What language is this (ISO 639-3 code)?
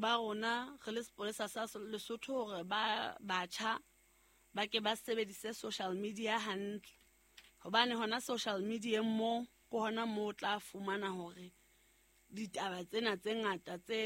sot